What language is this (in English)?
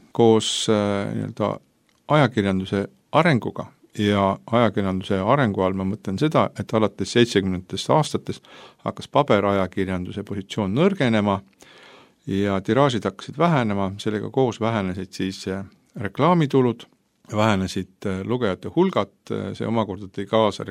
Estonian